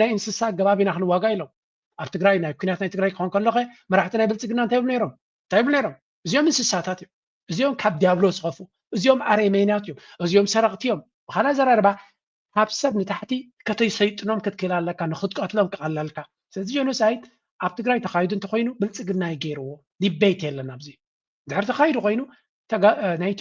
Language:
Tigrinya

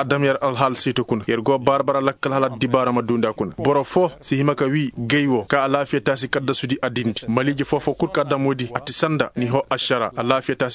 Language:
Koyraboro Senni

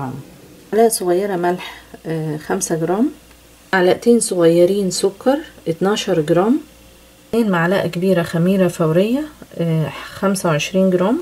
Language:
Egyptian Arabic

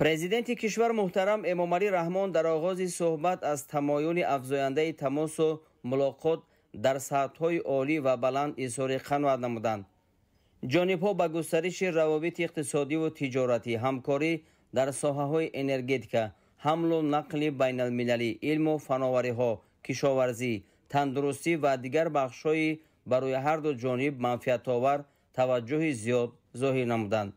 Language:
Tajik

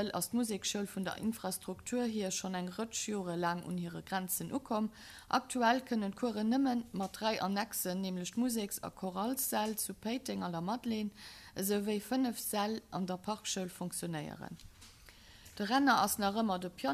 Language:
Luxembourgish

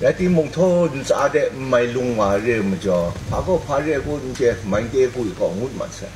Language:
Kachin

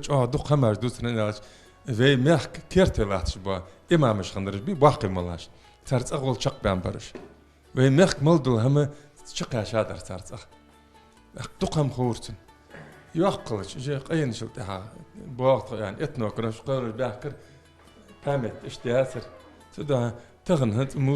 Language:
Ingush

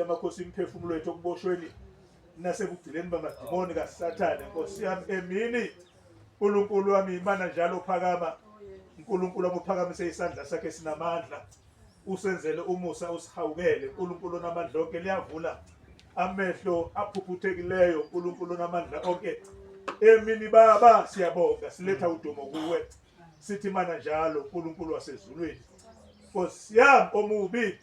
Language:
Zulu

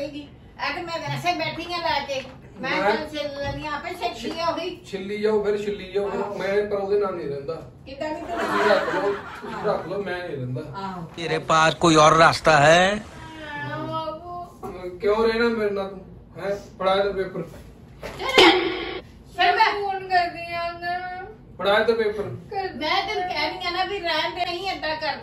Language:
Punjabi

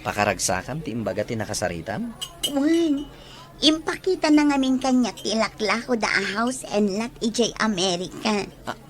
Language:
Iloko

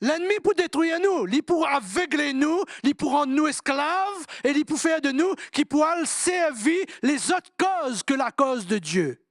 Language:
Morisyen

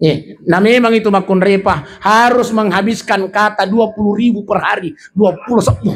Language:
Buginese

